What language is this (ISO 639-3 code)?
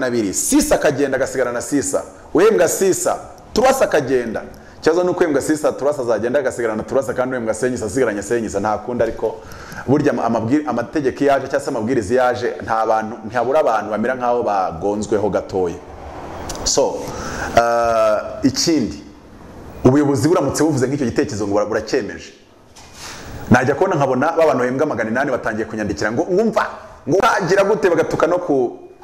kin